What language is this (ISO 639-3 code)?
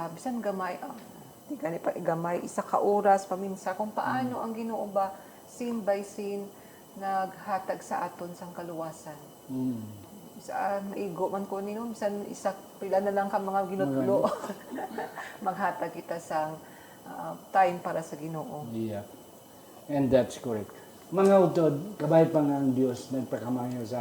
hil